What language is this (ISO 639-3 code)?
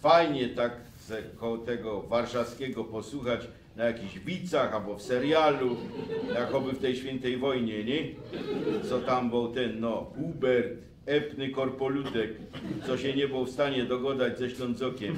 szl